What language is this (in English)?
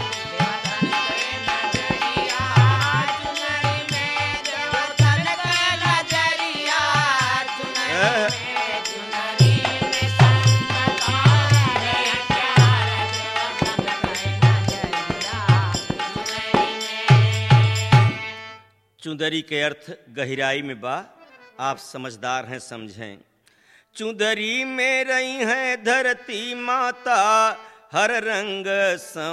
Bhojpuri